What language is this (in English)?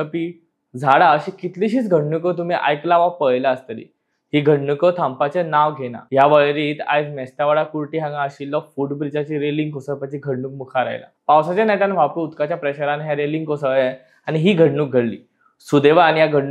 Konkani